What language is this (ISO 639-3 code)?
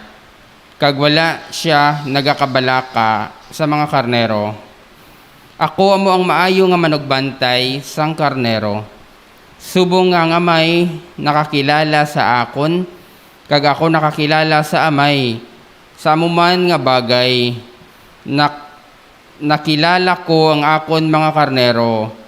hil